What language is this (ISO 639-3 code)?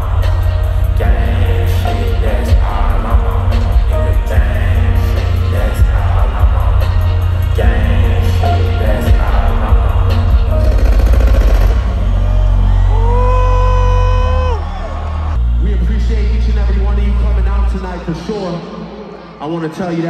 eng